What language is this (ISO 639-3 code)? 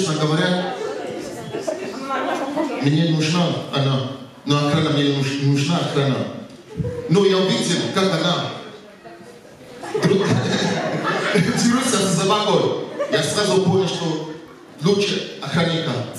rus